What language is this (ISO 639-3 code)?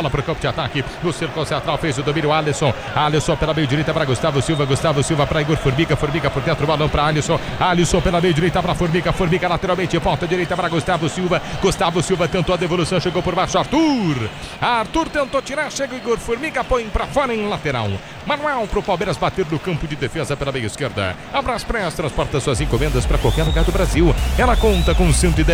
por